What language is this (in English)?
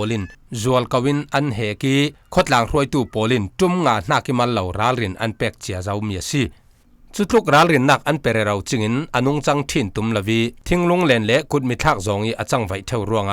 Falam Chin